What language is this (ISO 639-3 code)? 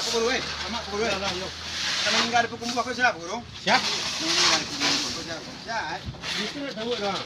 min